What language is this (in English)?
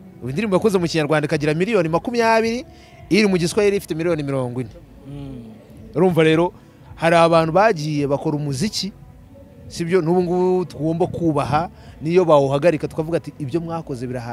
Kinyarwanda